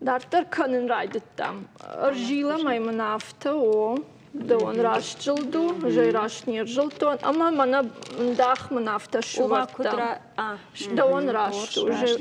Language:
Ossetic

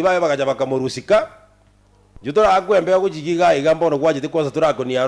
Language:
Gusii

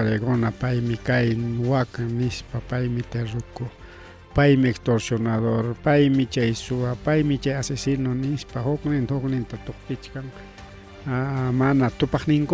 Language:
Ayacucho Quechua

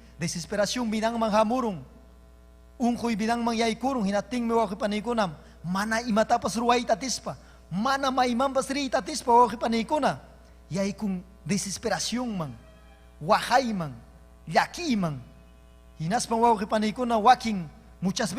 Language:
Ayacucho Quechua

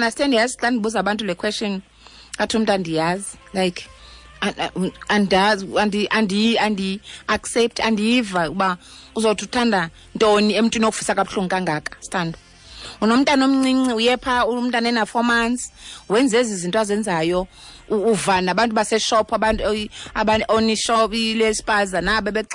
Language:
Xhosa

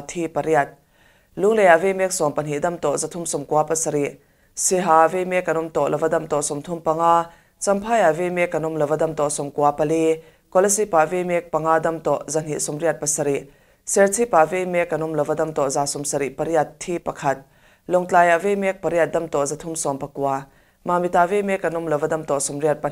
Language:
Mizo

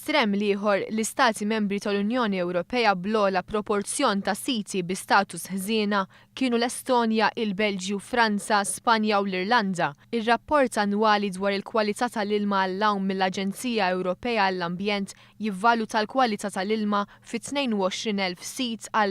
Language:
Maltese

